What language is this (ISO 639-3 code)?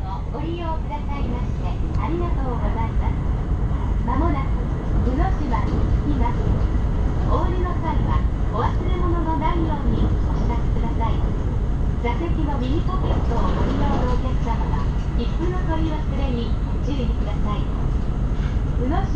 jpn